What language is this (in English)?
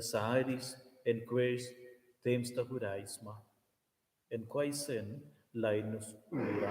Romansh